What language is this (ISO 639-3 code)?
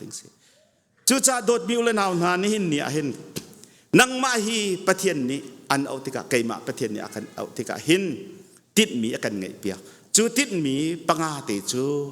cnh